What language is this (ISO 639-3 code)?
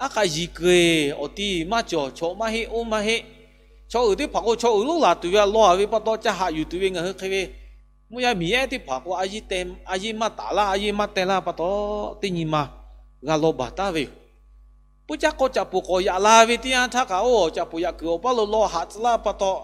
lhu